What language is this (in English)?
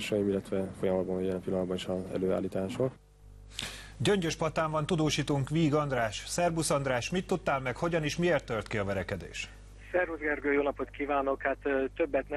Hungarian